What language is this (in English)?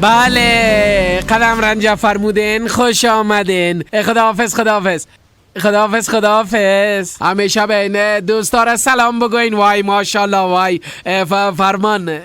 Persian